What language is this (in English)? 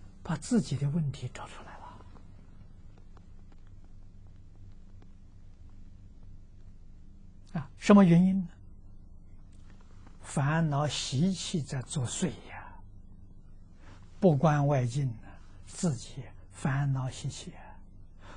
Chinese